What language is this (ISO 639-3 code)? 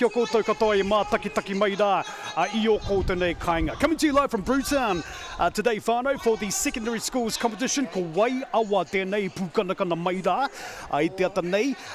mri